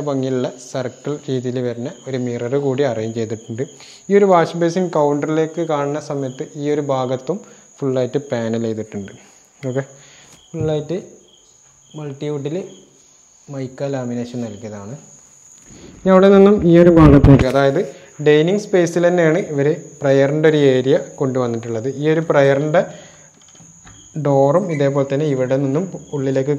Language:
Malayalam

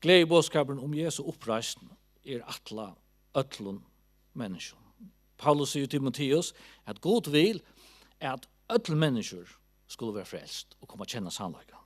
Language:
Faroese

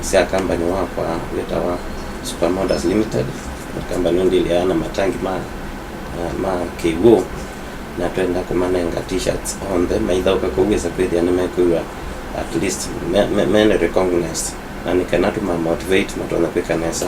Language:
Kamba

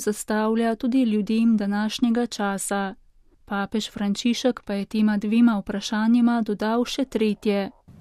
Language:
Slovenian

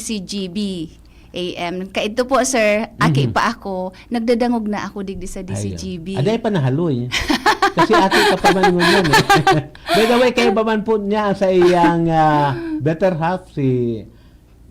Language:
Bikol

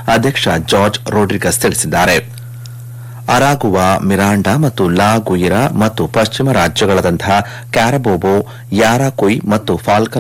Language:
Kannada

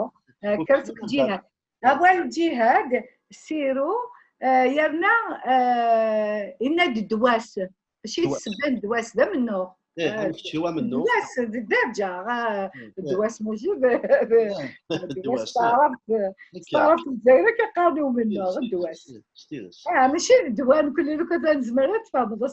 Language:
Kabyle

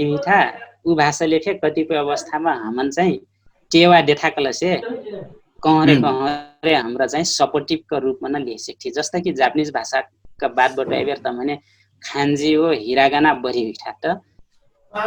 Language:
Dangaura Tharu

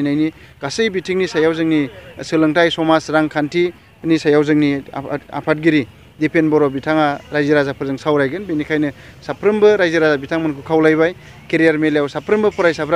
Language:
Bodo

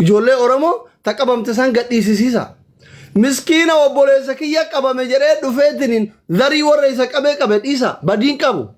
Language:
Oromo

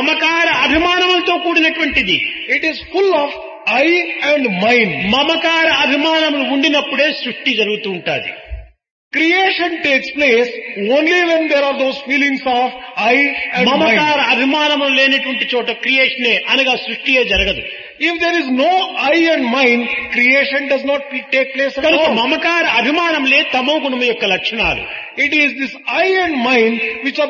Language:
Telugu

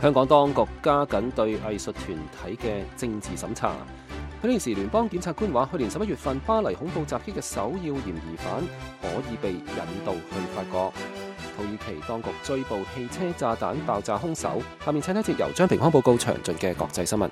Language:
Cantonese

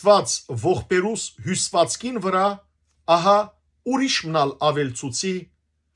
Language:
Western Armenian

